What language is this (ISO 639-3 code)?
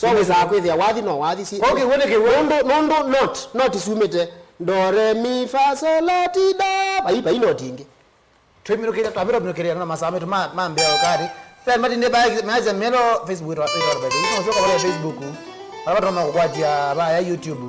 kam